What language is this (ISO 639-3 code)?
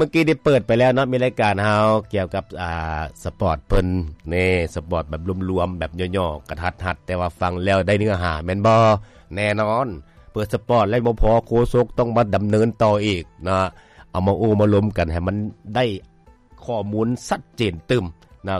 lao